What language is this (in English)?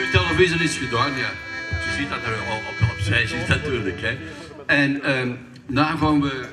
Limburgish